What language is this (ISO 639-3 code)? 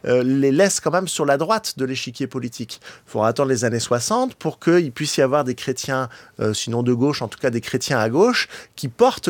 fra